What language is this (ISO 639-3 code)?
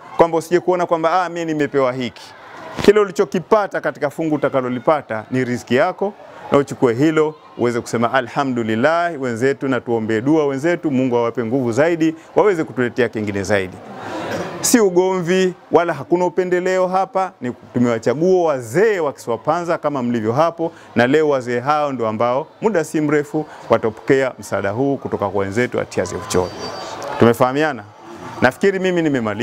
swa